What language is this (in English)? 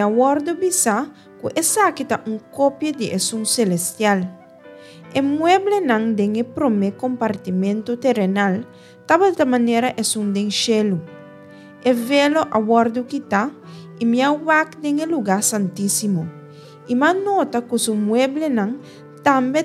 Papiamento